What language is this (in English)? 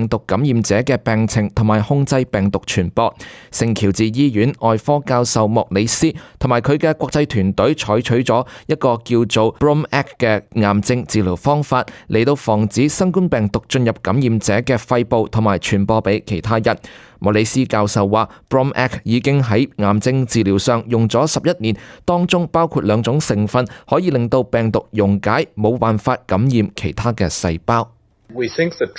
Cantonese